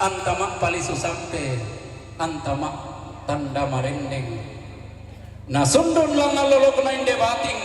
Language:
Toraja-Sa'dan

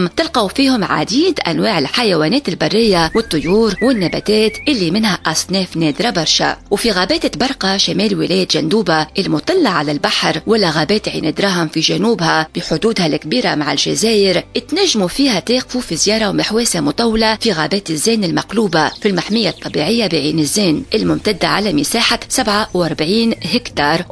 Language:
Tunisian Arabic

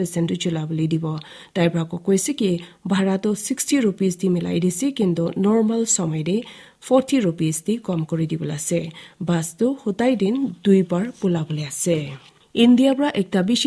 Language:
Naga Pidgin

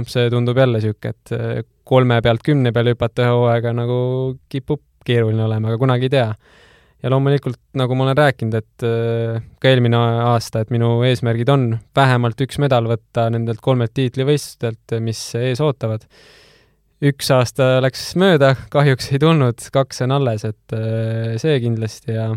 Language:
Estonian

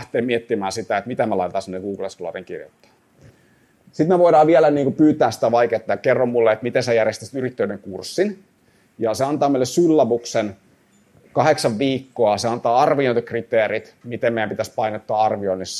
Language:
Finnish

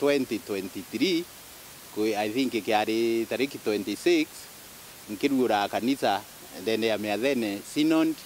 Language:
Meru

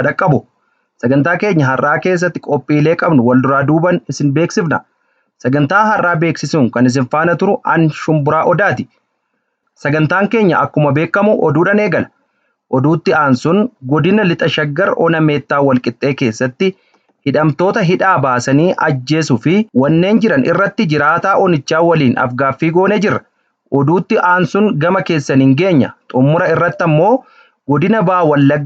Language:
Oromo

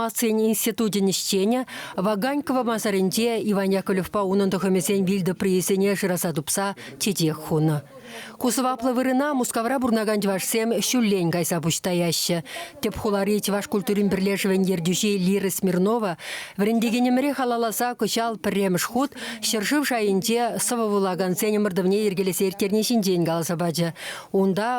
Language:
Chuvash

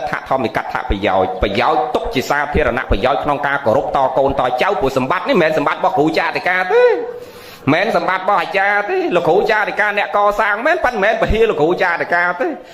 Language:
Khmer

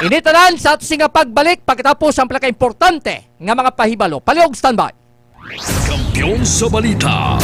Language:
Hiligaynon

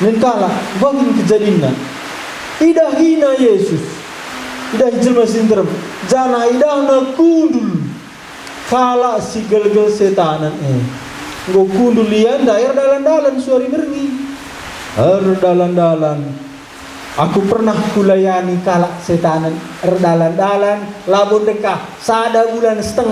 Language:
Batak Karo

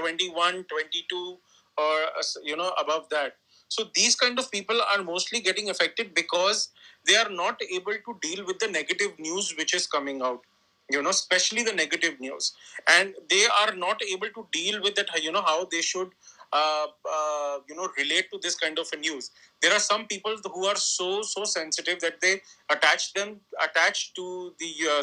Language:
English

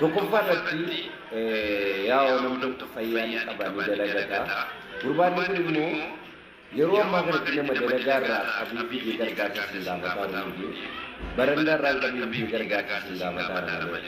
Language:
Oromo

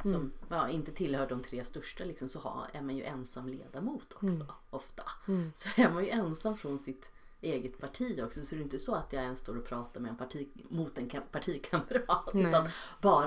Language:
Swedish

